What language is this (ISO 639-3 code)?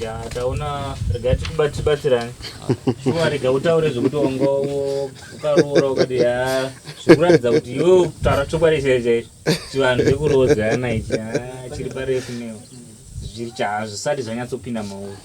sna